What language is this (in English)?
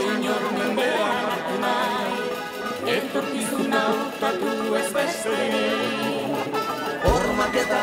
Basque